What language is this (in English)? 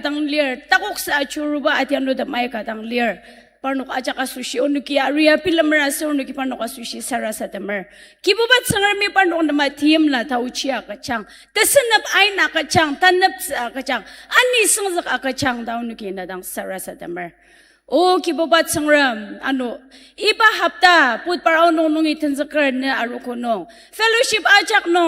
Ao Naga